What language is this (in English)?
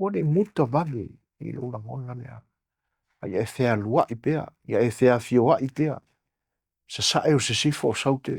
Samoan